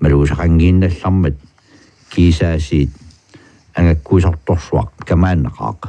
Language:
Kalaallisut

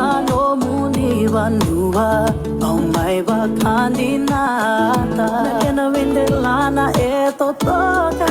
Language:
Fijian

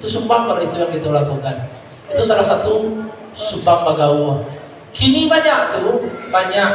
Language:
Minangkabau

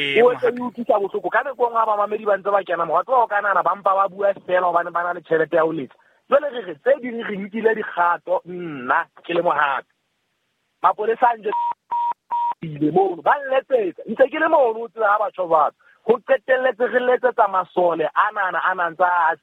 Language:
Southern Sotho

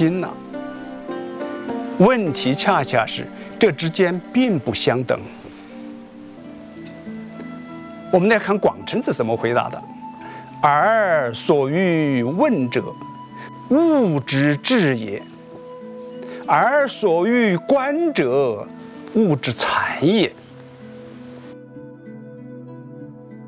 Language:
Chinese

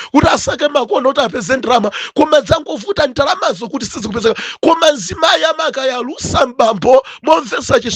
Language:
Nyanja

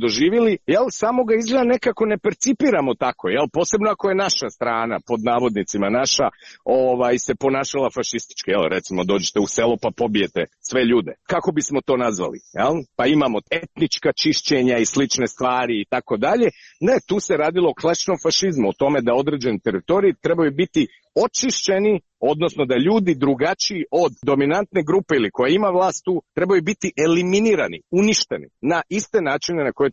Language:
Croatian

